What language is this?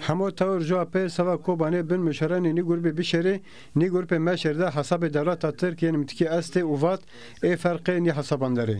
Zaza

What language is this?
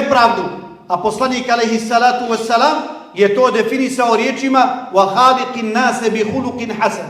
Bosnian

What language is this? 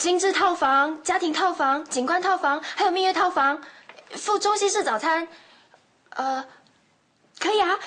Hakka Chinese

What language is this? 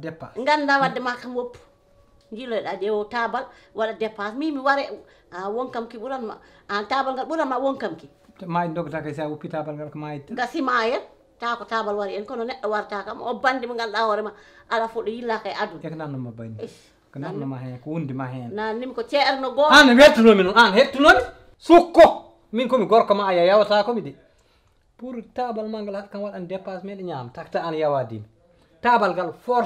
Fula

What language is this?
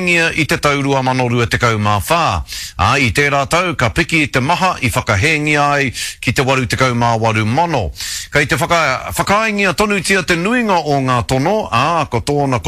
Māori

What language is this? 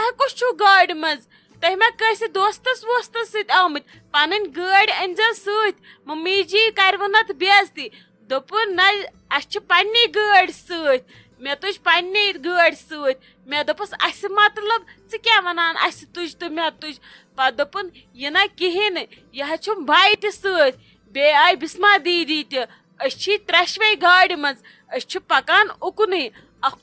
Kashmiri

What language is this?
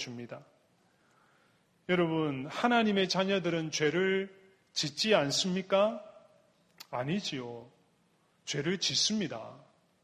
Korean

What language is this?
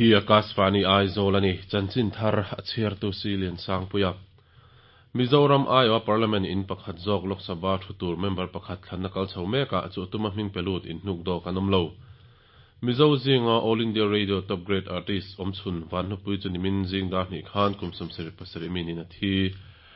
Mizo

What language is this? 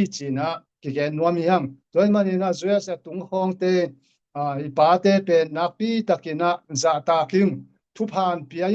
Tedim Chin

